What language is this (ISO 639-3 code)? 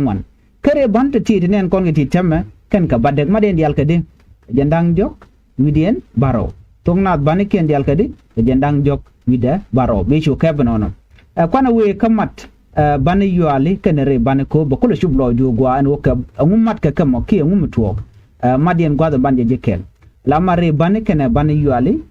nus